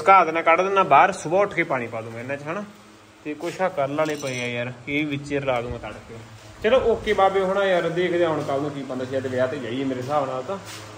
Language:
Punjabi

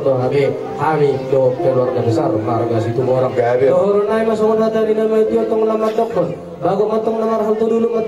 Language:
Batak Toba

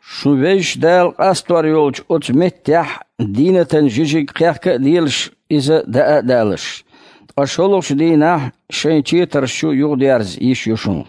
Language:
Chechen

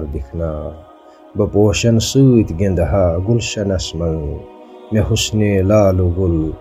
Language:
Kashmiri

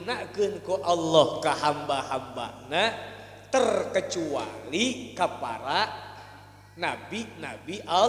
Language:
Sundanese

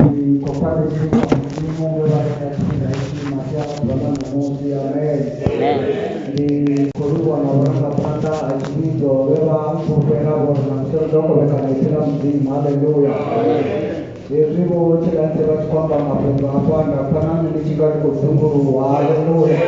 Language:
Venda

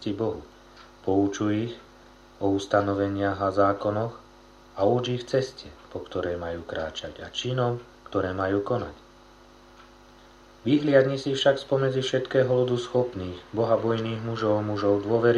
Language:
Slovak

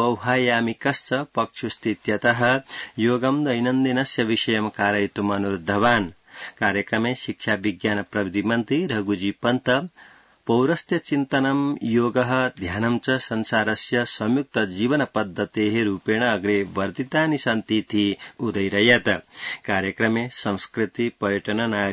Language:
Sanskrit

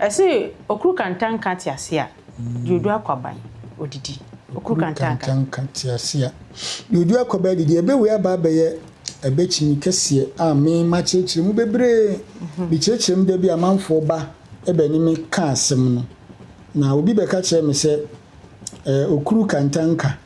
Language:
Akan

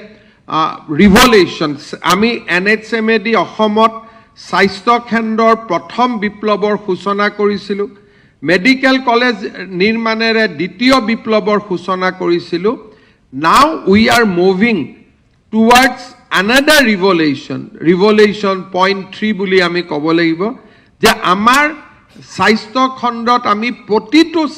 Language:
Assamese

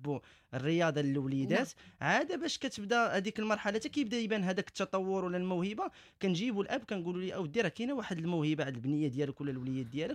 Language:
Moroccan Arabic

